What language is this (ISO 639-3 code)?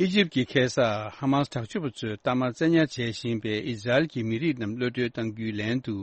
bod